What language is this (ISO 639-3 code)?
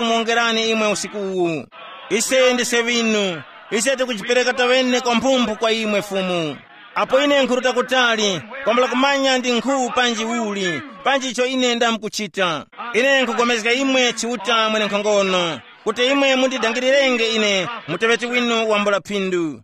tum